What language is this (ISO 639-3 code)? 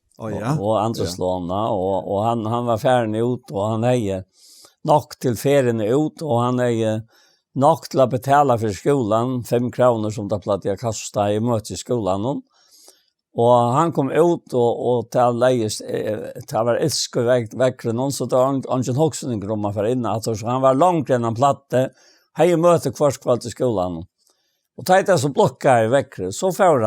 fao